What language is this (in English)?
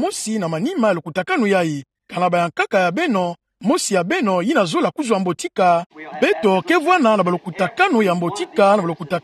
Kituba (Democratic Republic of Congo)